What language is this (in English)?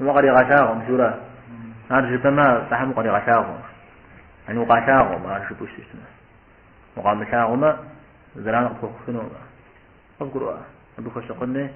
Kabardian